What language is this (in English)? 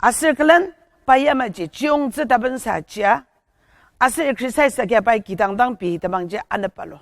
Ao Naga